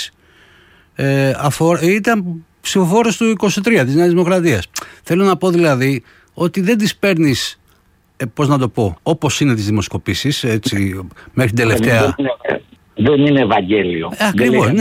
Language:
Greek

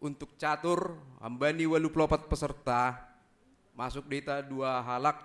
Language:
Batak Simalungun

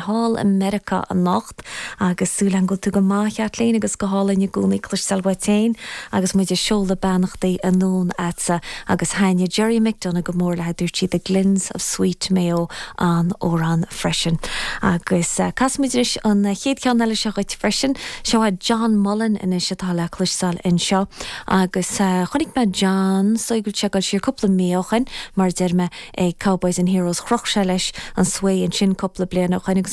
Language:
Irish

